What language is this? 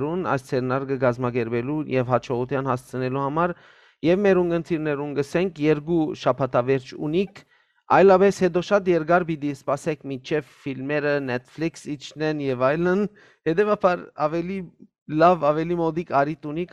Western Armenian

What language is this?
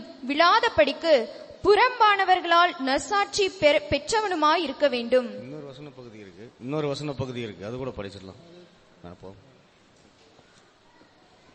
Tamil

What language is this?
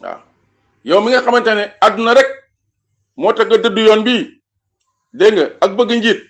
Wolof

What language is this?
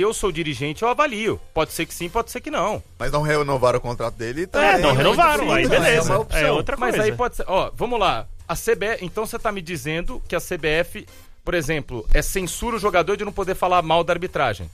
Portuguese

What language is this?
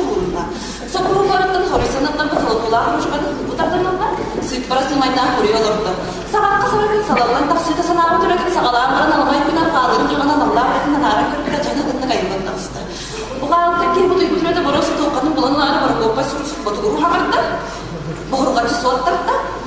Yakut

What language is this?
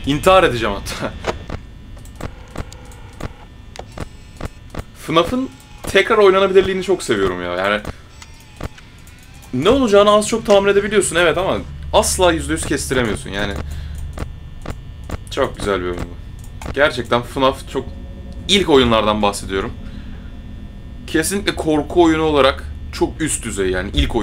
Turkish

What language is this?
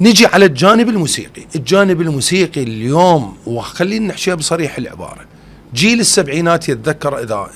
Mesopotamian Arabic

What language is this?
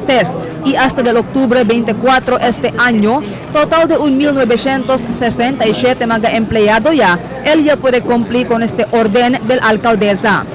Chavacano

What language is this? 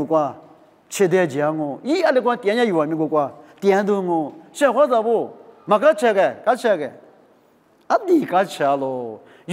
Lisu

